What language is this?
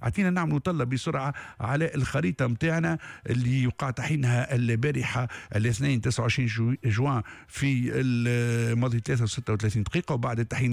Tunisian Arabic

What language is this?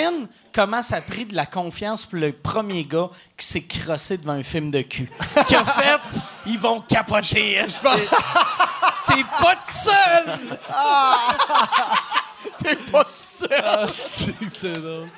French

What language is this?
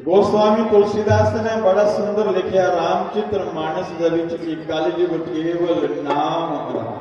Dogri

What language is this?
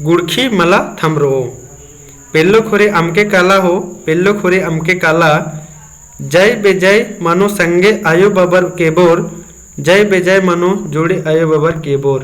Kurukh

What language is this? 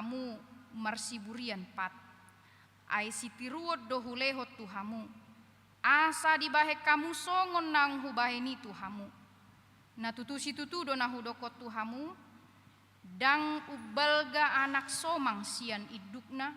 Batak Toba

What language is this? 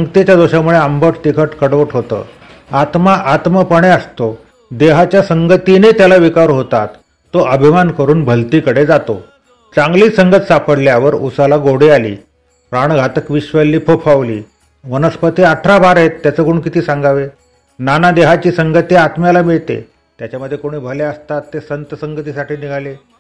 Marathi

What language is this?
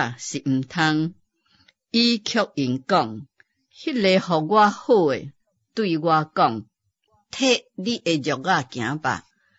Min Nan Chinese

